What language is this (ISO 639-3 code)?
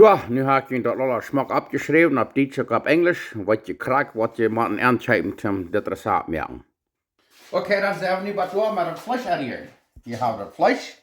pdt